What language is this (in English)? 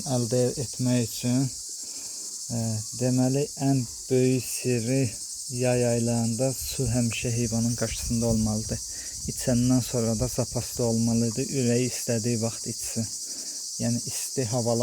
Azerbaijani